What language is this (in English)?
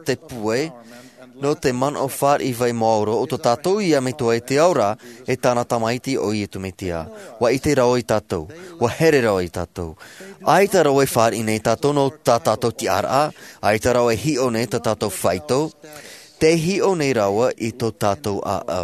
Tahitian